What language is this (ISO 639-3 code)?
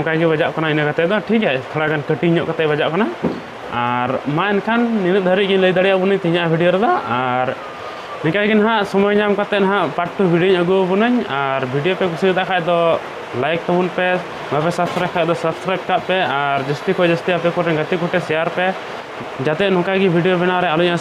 sat